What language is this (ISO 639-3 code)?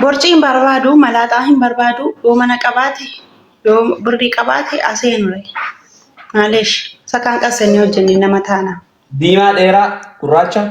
orm